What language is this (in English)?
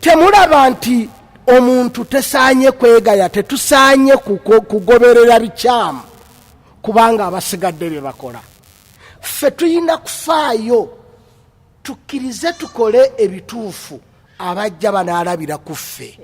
Ganda